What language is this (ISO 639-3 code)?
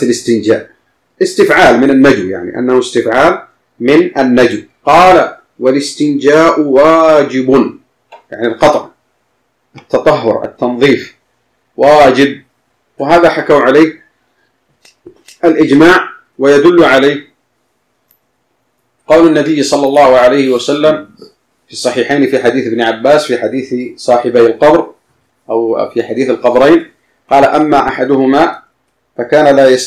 ara